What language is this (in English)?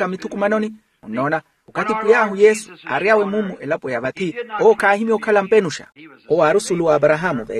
Makhuwa